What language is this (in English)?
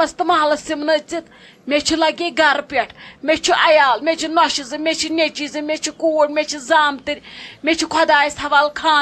Kashmiri